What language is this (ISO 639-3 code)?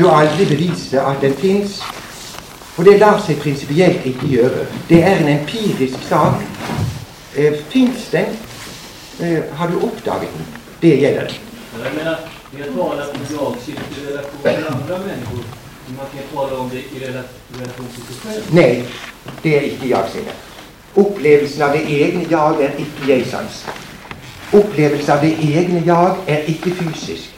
nor